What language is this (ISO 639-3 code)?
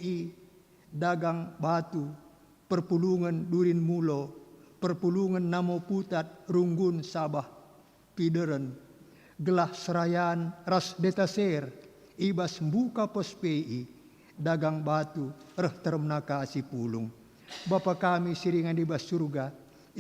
btx